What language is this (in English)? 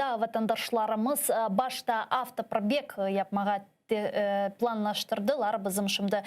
Crimean Tatar